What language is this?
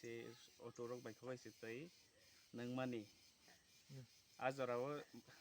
Kok Borok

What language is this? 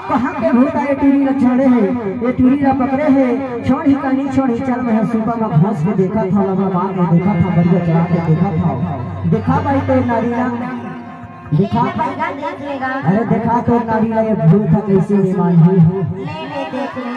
Chhattisgarhi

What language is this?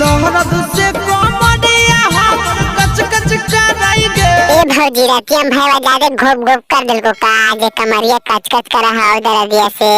Magahi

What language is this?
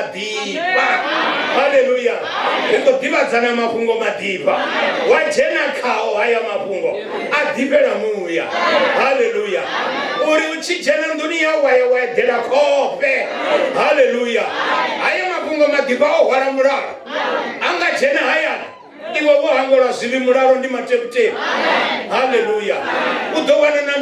Venda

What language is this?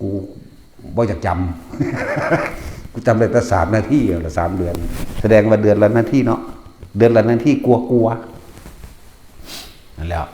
Northeastern Thai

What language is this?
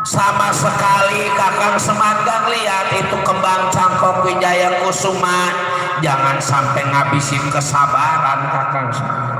Betawi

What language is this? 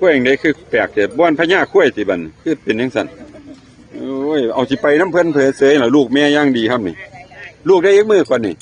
Northeastern Thai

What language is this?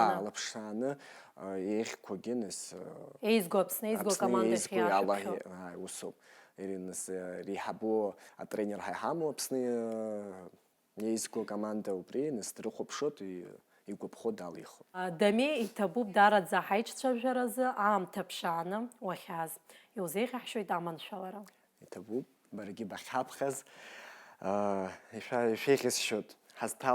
Abkhazian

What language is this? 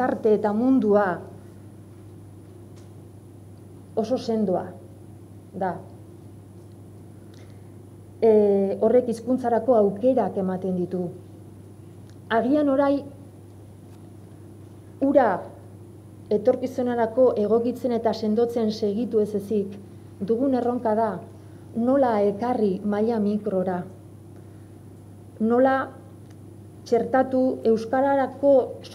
Basque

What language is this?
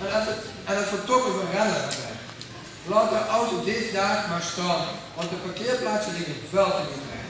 Limburgish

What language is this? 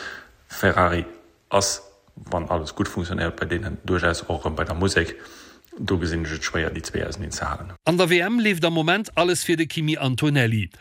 Luxembourgish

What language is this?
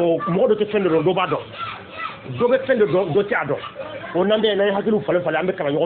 Bambara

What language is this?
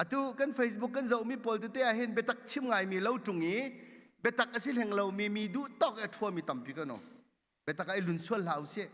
Hakha Chin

